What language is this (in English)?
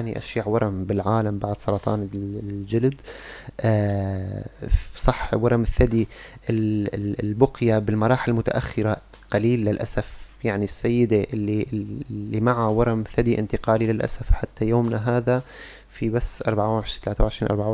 North Levantine Arabic